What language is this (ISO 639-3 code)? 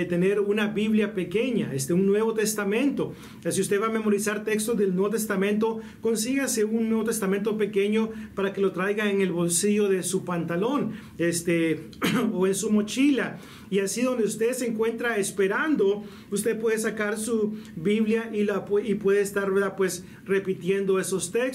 spa